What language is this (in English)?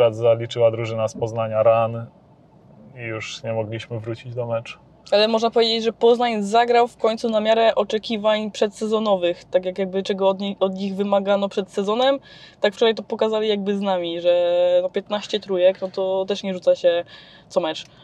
Polish